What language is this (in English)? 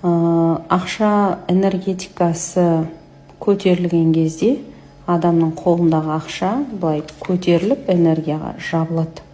Kazakh